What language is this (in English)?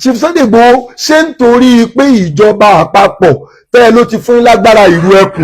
Yoruba